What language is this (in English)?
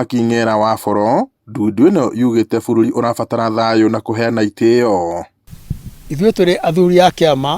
Kikuyu